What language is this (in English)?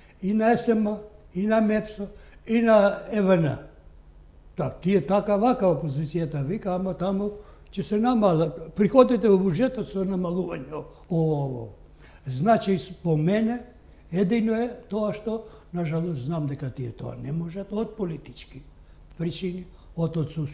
Macedonian